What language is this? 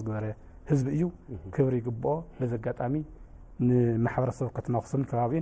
Tigrinya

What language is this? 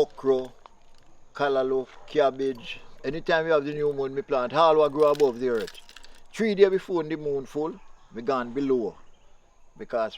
Jamaican Creole English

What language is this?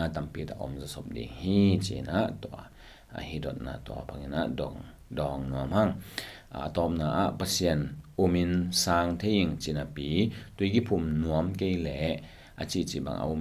Tedim Chin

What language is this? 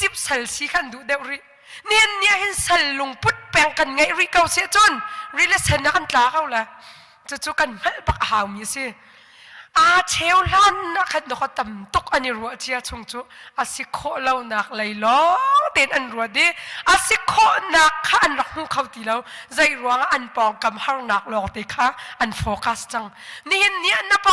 Hakha Chin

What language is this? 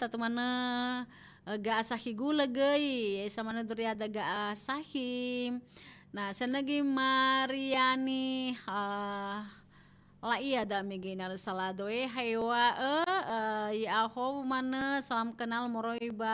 Nias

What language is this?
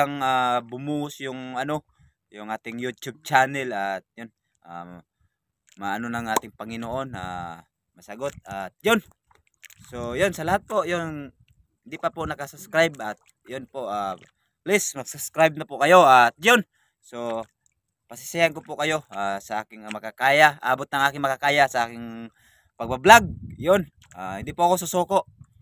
Filipino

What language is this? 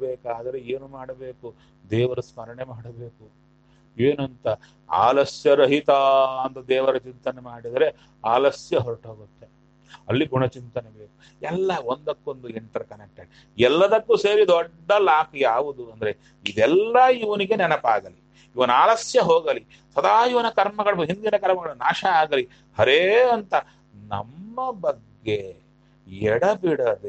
Kannada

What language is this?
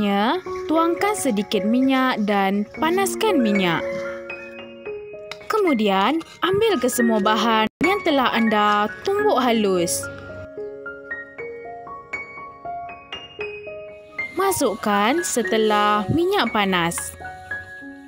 Malay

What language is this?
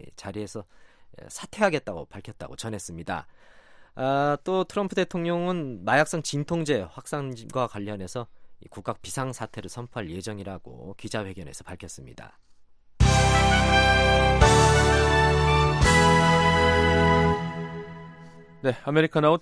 Korean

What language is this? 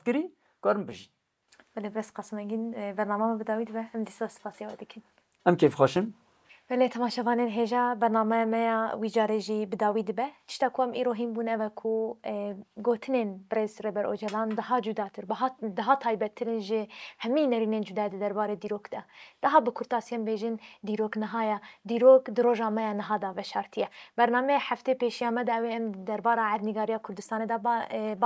Kurdish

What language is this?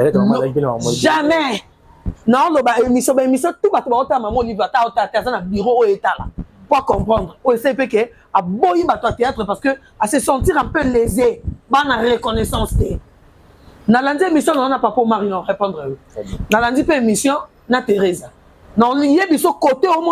Lingala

